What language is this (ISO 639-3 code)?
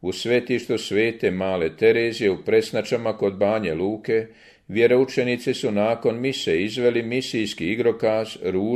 hrv